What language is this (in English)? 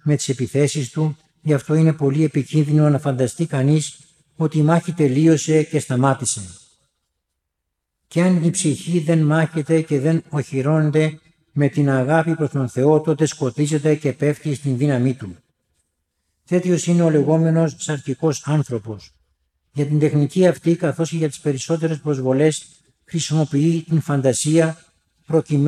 Greek